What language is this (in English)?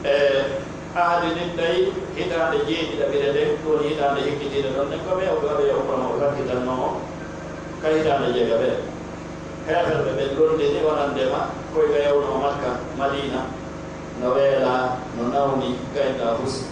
Pular